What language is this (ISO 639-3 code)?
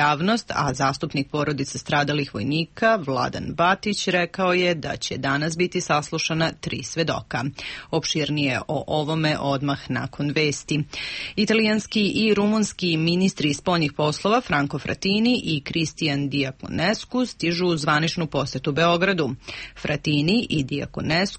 srp